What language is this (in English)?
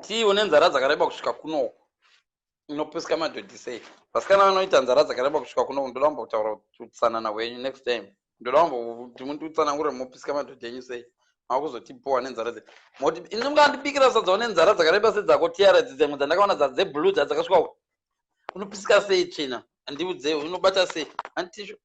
Shona